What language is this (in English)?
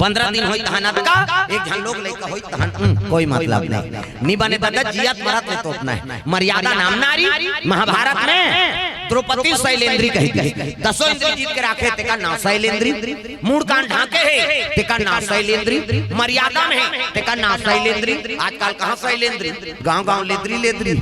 Chhattisgarhi